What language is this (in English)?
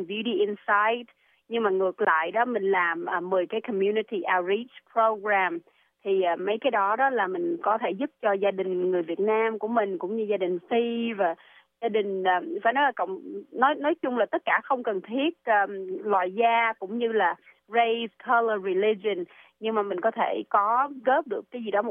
Vietnamese